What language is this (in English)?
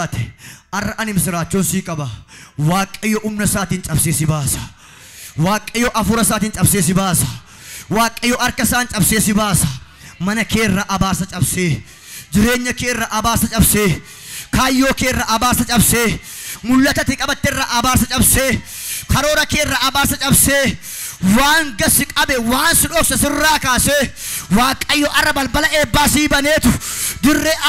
Oromo